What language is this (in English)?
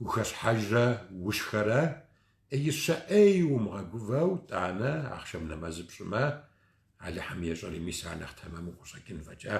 Kabardian